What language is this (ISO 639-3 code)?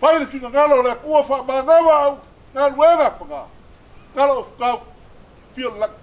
smo